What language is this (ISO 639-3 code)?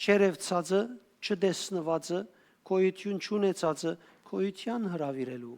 hyw